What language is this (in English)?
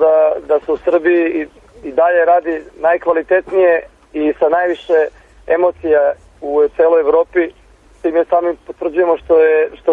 Serbian